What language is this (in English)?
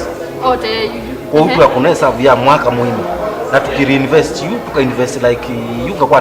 Kamba